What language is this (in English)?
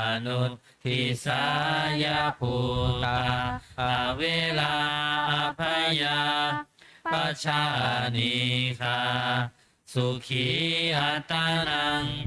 Pali